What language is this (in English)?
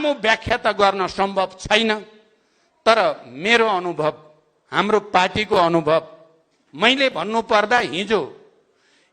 Nepali